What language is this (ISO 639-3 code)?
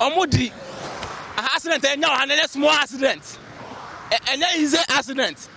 aka